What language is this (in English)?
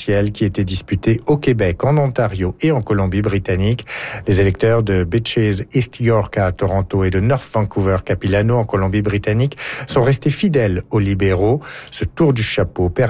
French